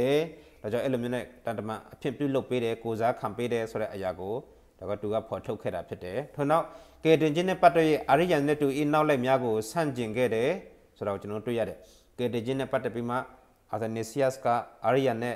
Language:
Burmese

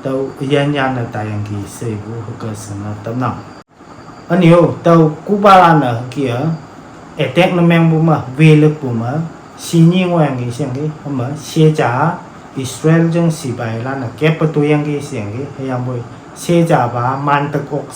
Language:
Konyak Naga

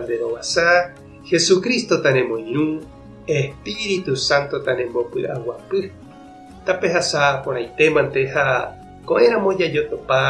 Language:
Guarani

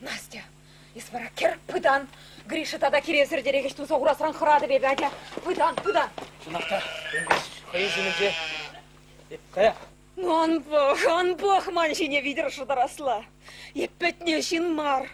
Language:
Chuvash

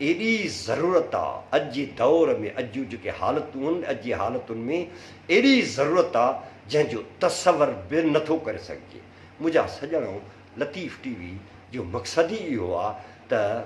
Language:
Sindhi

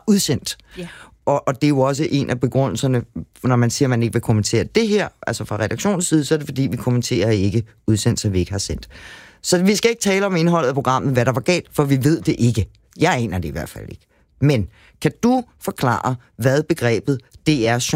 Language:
Danish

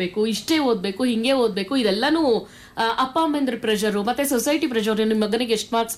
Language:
Kannada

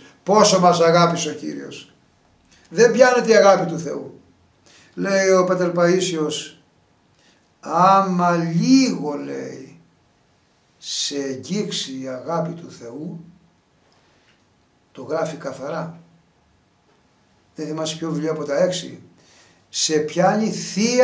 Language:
Greek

